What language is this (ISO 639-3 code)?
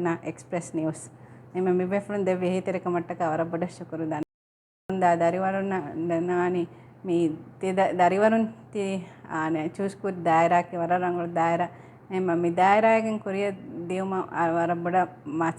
div